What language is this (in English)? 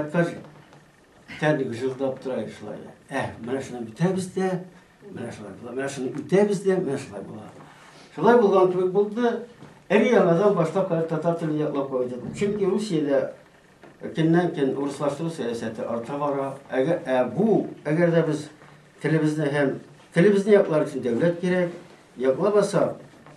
Tatar